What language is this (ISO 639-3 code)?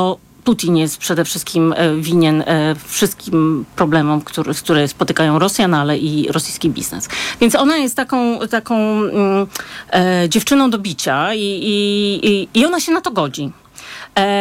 pol